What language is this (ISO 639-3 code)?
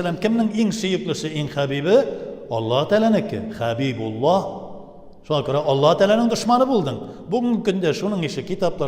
tat